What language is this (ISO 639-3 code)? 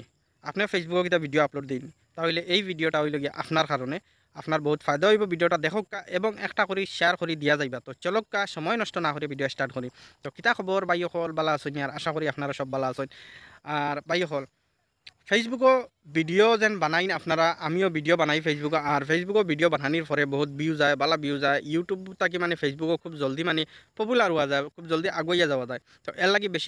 syl